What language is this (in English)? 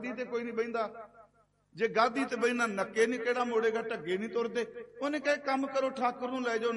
Punjabi